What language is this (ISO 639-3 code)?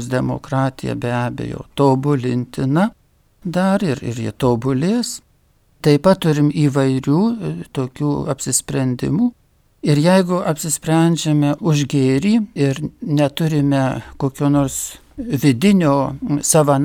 lit